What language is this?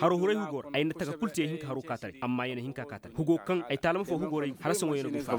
Koyraboro Senni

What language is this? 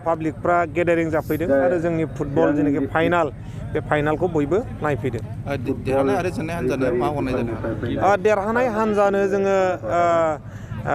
Bodo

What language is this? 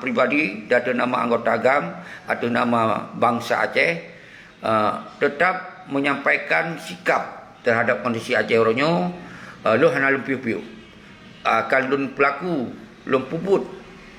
Achinese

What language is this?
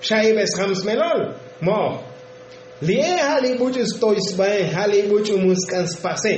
Tzotzil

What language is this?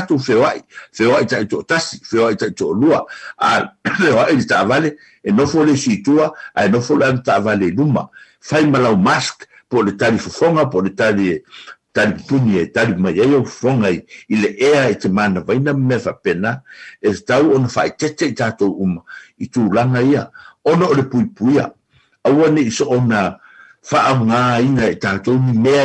Samoan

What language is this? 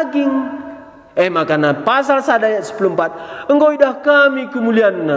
Batak Karo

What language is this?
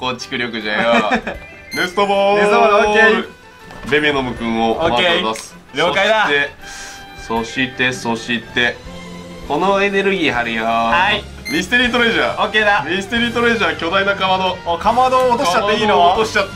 Japanese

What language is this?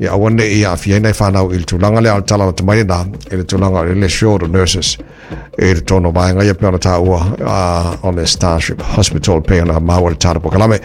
Samoan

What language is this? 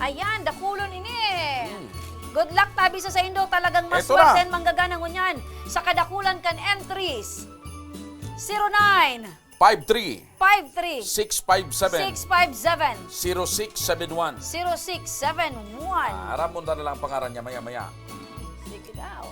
Bikol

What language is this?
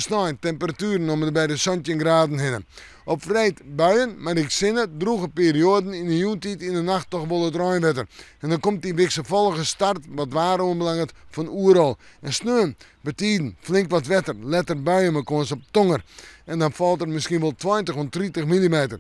Western Frisian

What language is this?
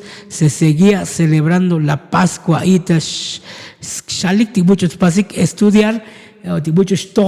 Tzotzil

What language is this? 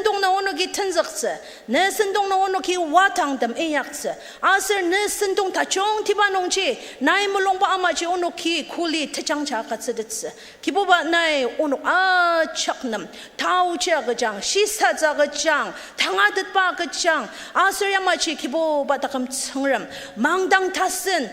Ao Naga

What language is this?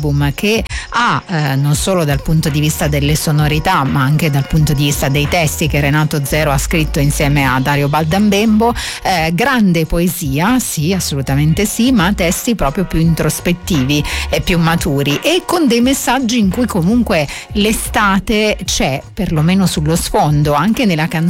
Italian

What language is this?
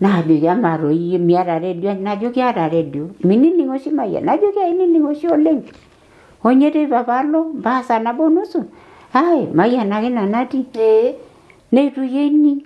Masai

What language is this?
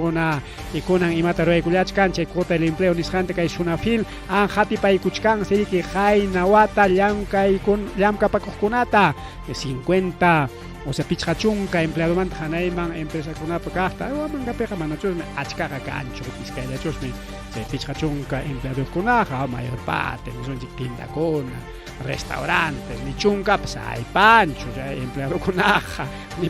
Ayacucho Quechua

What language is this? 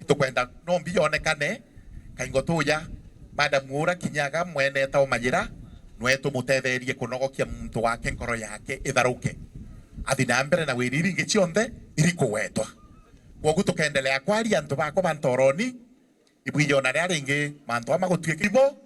Meru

